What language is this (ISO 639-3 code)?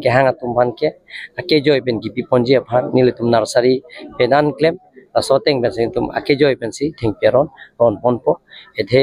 mjw